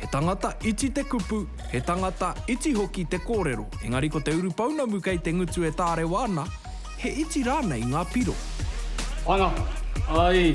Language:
Māori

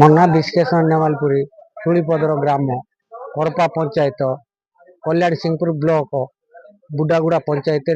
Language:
Odia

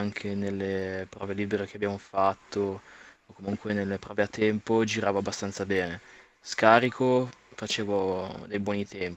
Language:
Italian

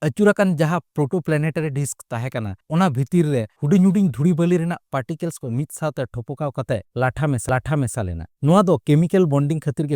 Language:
Santali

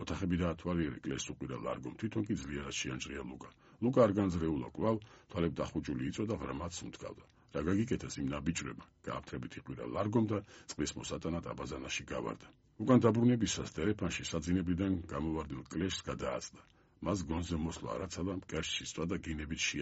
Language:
Georgian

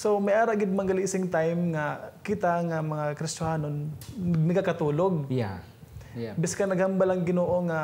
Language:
Hiligaynon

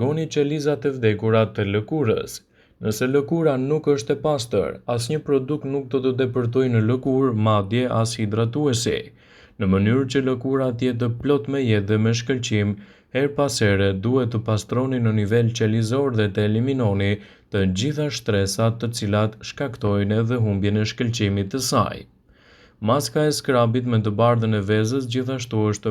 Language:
Albanian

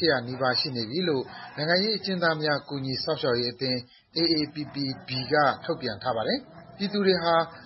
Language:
Burmese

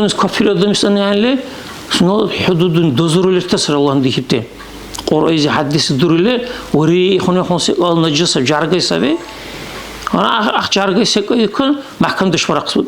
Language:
Dargwa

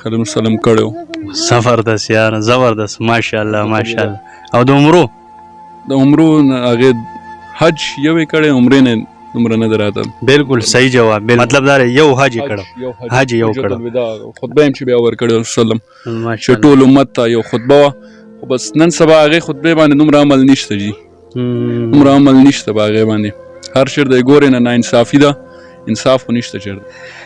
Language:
Pashto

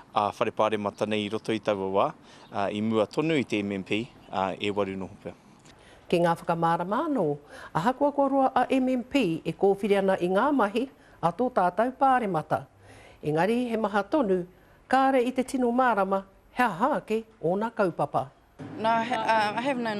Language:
Māori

